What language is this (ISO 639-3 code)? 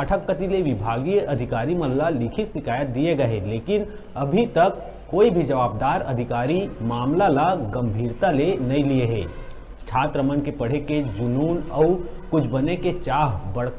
hne